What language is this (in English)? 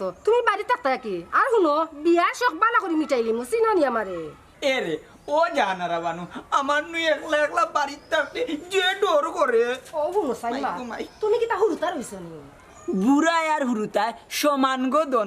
Sylheti